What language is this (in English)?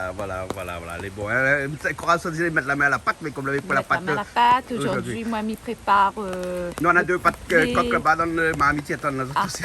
Réunion Creole French